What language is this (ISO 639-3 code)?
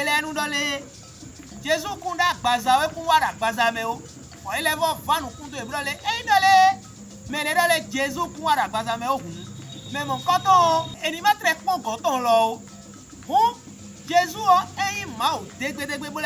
fon